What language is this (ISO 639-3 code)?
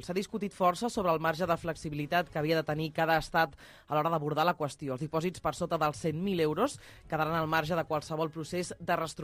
cat